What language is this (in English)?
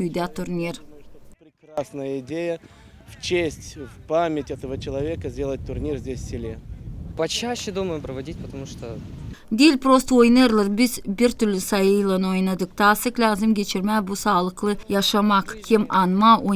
Gagauz